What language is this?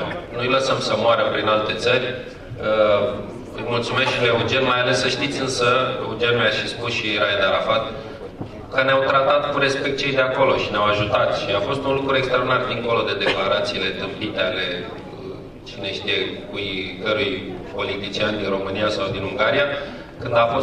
Romanian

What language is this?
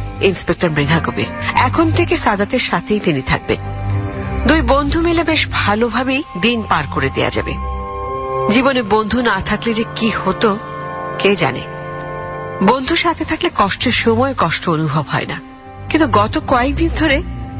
Bangla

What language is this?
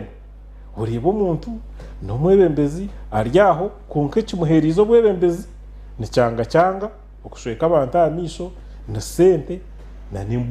Nyankole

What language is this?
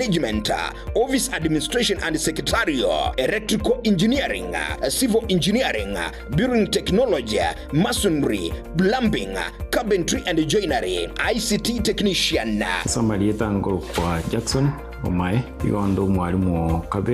Gusii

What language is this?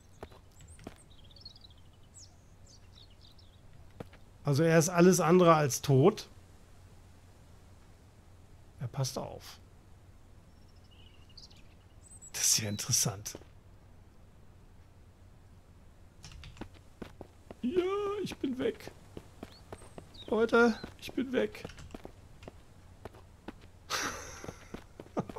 German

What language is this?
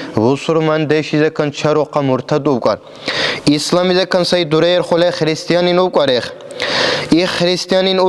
Dargwa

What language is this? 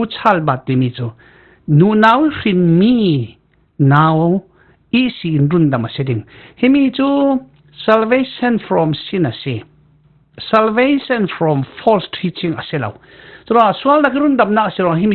Falam Chin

